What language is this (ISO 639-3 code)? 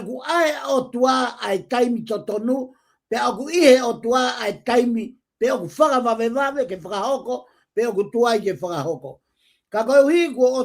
ton